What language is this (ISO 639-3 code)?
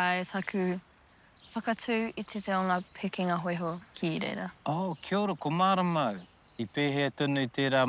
mri